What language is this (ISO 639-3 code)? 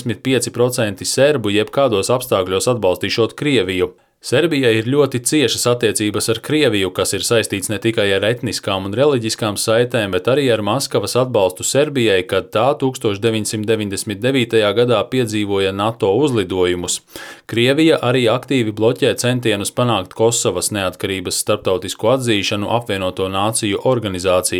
lav